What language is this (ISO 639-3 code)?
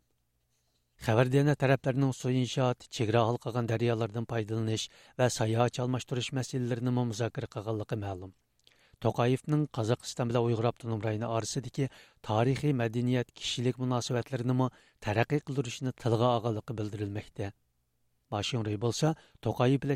uig